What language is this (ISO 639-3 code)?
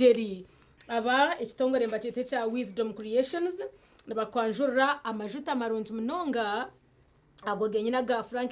nyn